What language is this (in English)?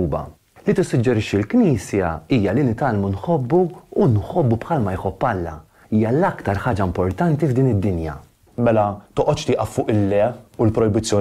Maltese